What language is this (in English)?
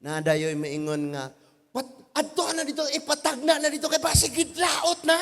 Cebuano